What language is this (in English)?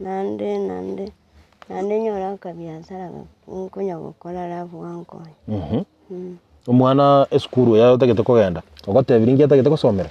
Gusii